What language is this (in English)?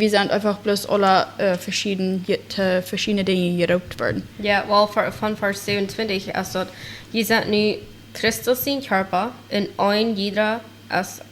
Plautdietsch